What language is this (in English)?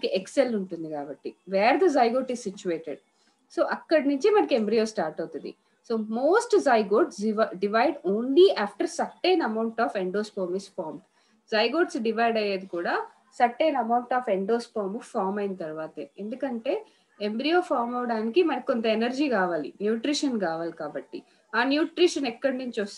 Telugu